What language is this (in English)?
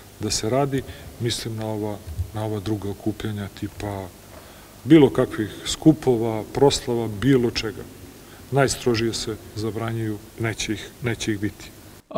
Serbian